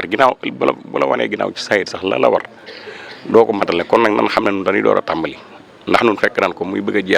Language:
Wolof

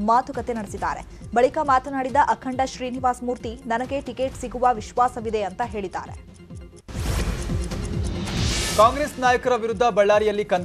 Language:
Kannada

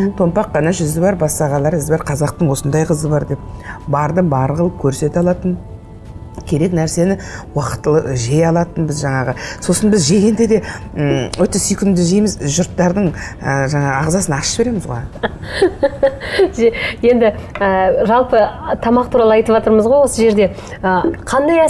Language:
Kazakh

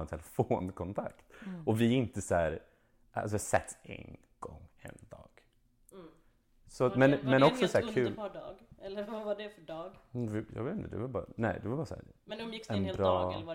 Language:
Swedish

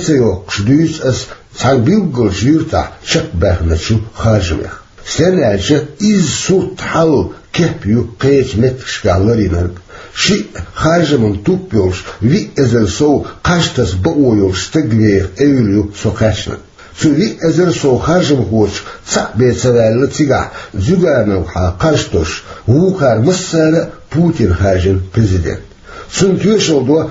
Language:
Chechen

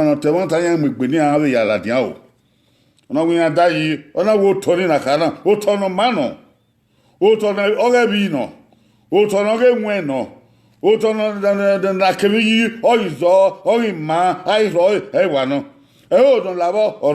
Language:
Bini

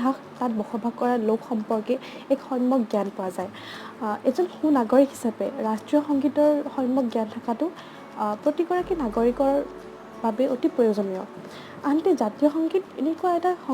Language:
Assamese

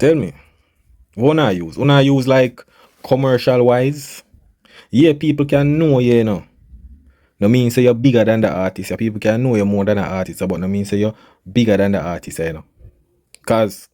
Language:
Jamaican Creole English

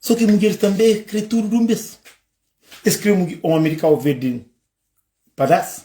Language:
Kabuverdianu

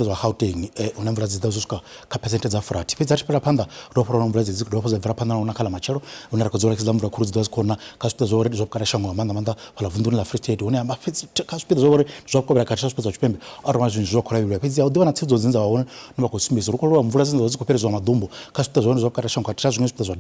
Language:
Venda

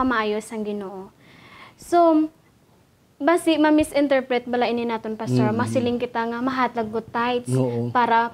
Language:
Hiligaynon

